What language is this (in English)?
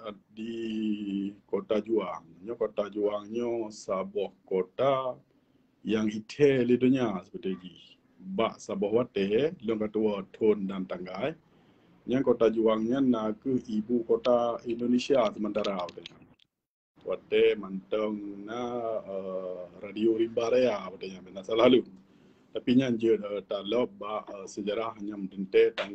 Achinese